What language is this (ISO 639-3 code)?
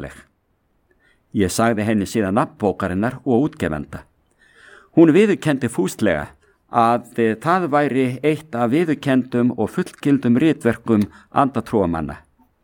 isl